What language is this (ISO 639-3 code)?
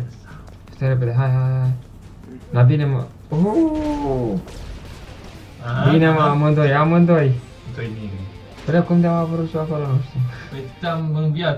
ron